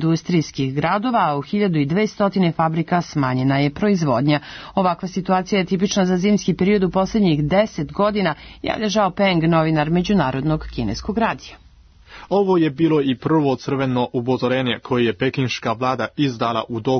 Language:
Serbian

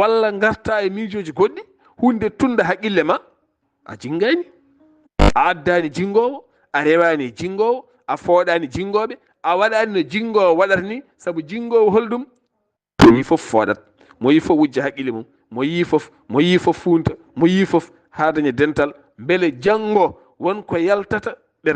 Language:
Fula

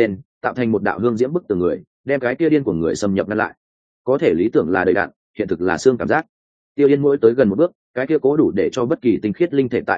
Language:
Vietnamese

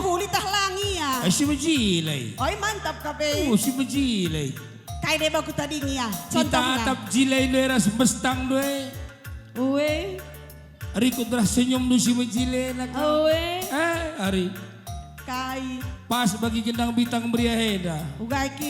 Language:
Batak Karo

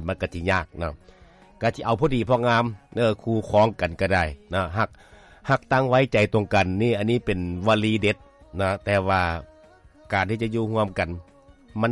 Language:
Lao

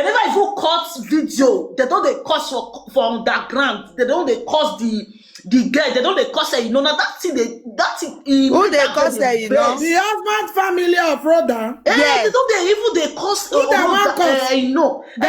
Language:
Nigerian Pidgin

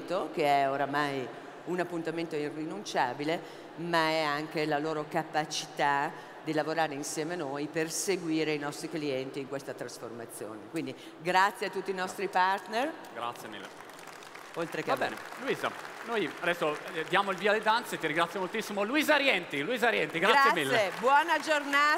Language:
Italian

